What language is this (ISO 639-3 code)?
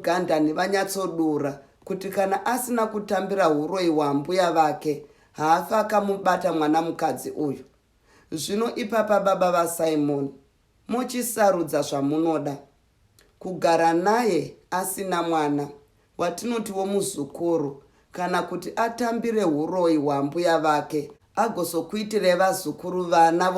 sna